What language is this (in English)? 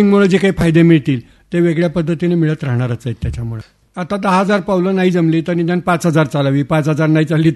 Marathi